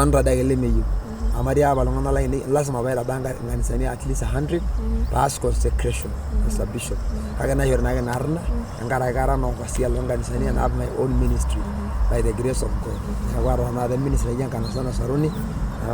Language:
Masai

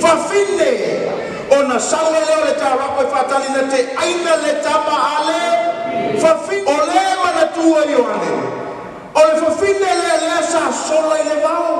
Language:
Samoan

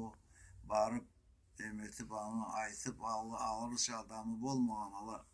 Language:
Karachay-Balkar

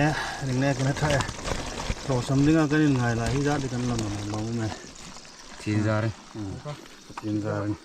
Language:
Hmar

